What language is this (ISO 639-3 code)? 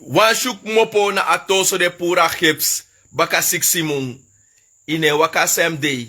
srn